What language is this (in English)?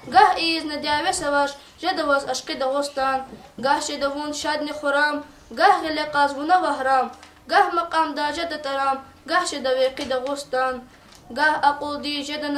Lezghian